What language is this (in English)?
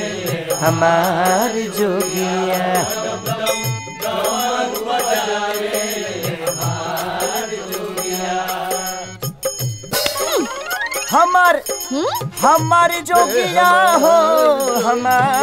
Bhojpuri